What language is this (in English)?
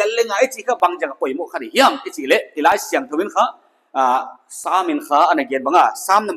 Paite Chin